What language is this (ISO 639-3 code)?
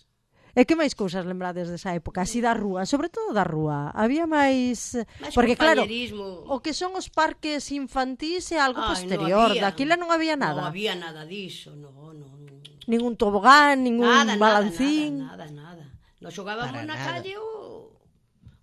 glg